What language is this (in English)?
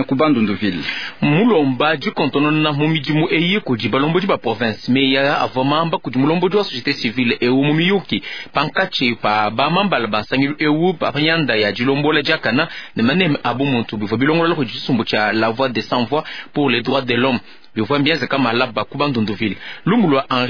Luba-Lulua